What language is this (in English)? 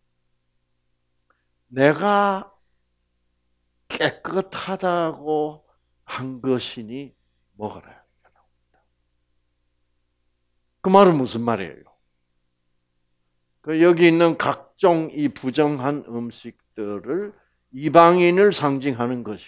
Korean